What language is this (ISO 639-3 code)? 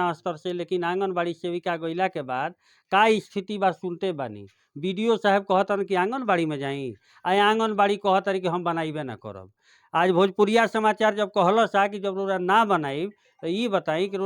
bho